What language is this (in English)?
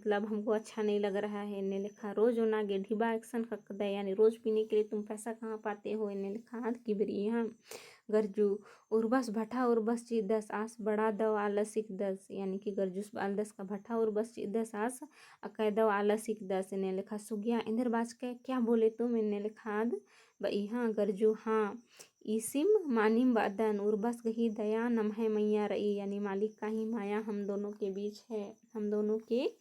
Kurukh